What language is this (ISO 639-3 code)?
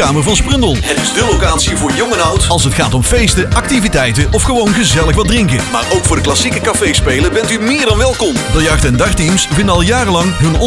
nld